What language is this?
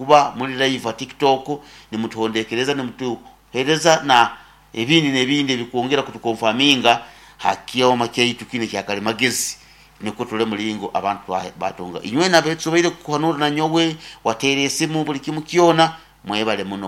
Nyoro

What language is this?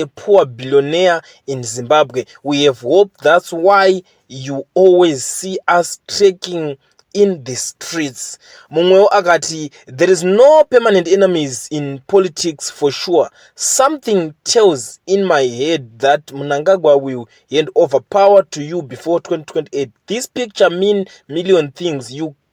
Shona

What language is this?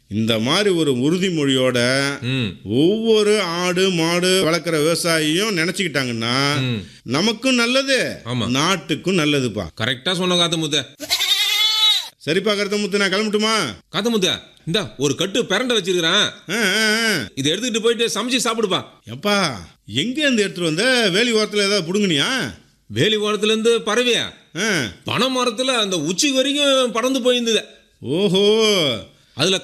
Tamil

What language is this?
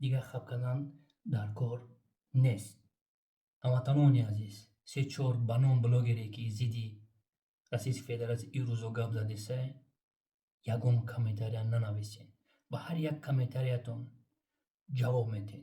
Tajik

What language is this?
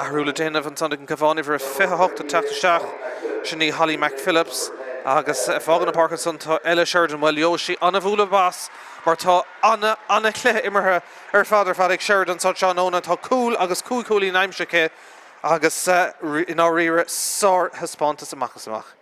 Irish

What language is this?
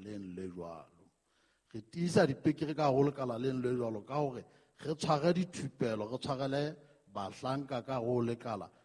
Southern Sotho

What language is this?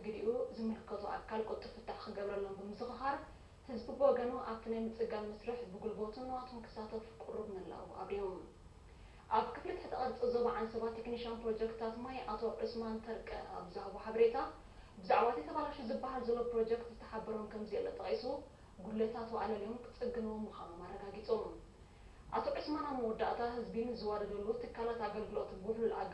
Tigrinya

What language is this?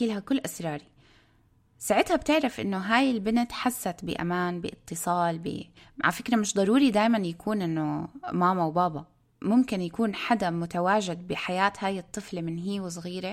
North Levantine Arabic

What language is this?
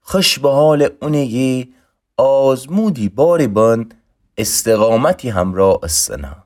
Gilaki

